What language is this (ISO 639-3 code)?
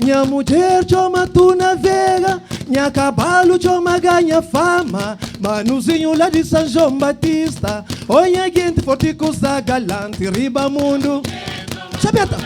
kea